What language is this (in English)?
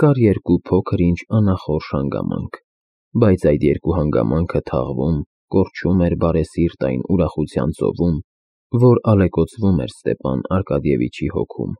Armenian